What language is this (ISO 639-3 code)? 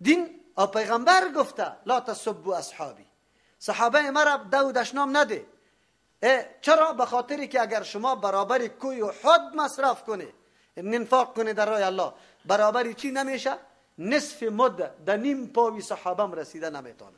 fas